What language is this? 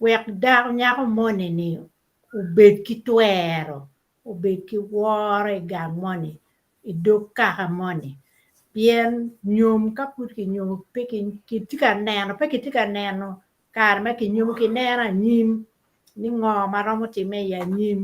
Acoli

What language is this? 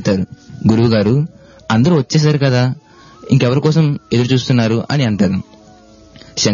Telugu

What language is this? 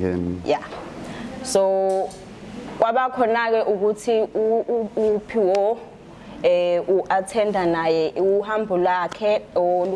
Zulu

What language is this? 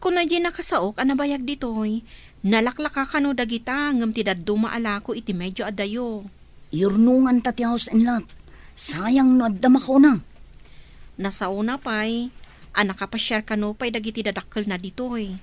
Iloko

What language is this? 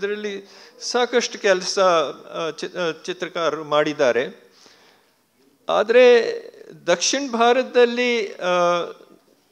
Kannada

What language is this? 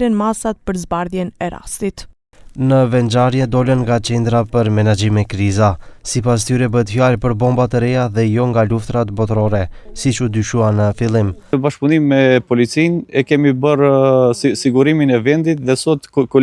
Albanian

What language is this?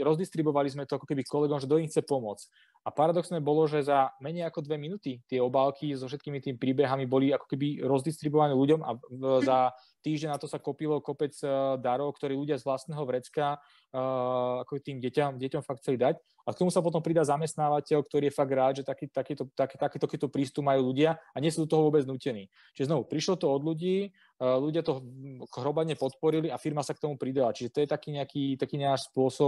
Slovak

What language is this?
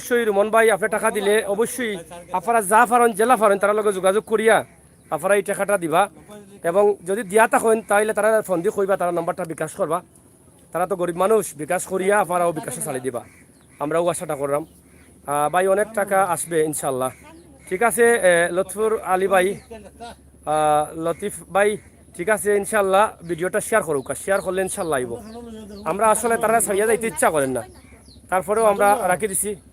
Sylheti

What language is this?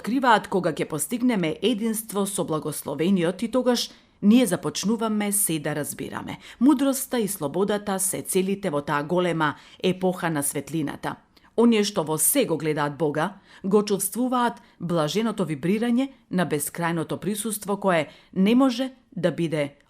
Macedonian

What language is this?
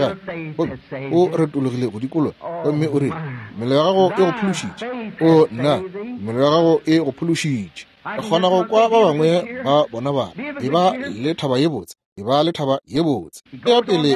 Northern Sotho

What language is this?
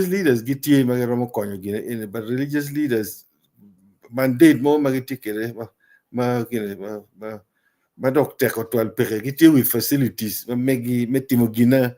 Acoli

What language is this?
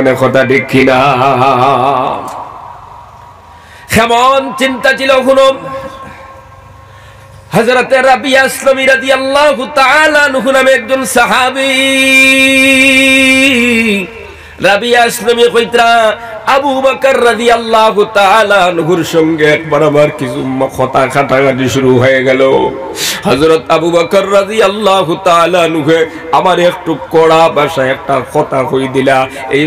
Bangla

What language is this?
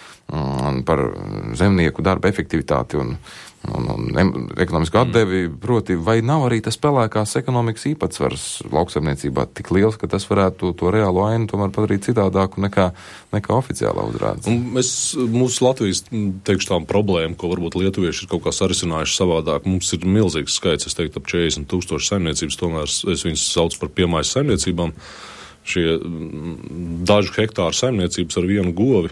Latvian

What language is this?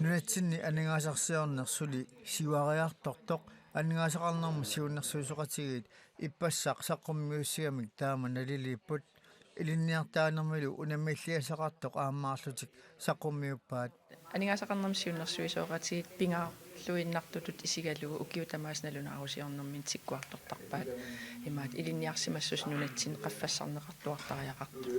Kalaallisut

